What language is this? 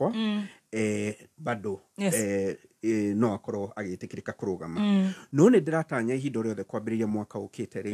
Kikuyu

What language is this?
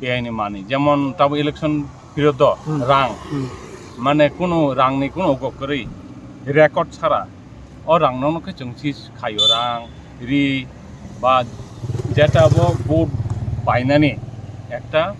Kok Borok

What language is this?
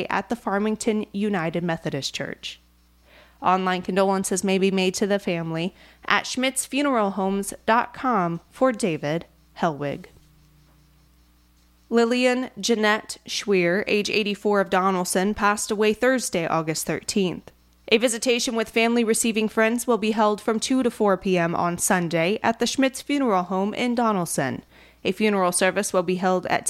English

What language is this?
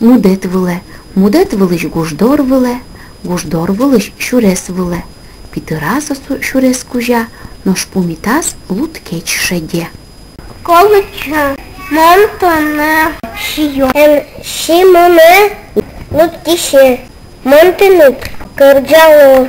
Udmurt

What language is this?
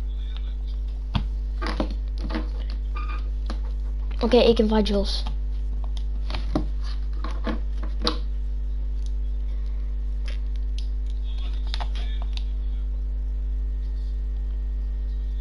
Dutch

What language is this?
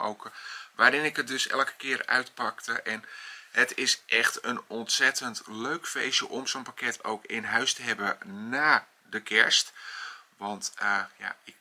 Dutch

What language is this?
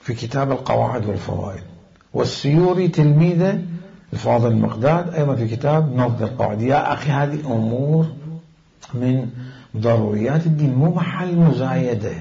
Mesopotamian Arabic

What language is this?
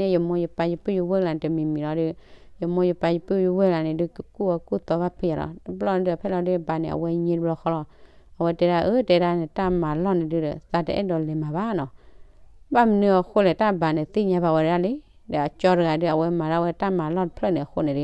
S'gaw Karen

